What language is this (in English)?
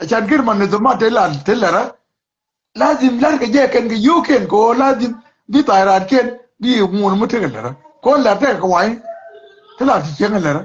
Nuer